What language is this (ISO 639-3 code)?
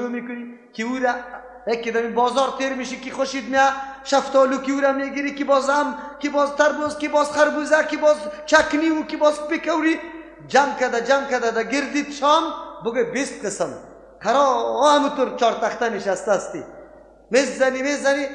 fas